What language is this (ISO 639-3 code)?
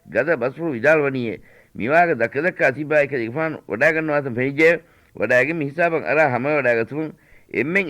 div